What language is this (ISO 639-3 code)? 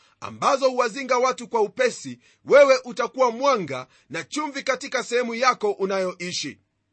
swa